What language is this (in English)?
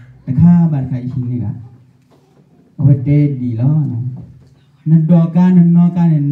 S'gaw Karen